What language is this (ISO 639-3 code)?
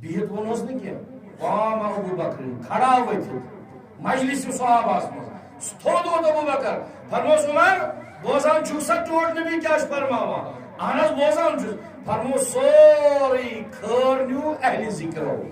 kas